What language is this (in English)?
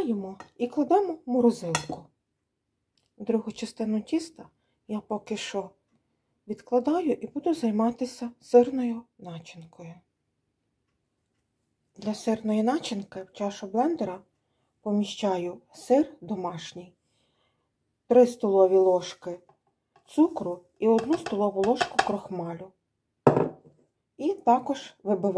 Ukrainian